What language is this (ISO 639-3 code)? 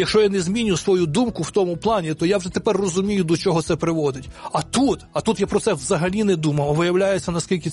ukr